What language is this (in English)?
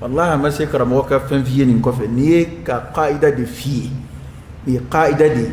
Dyula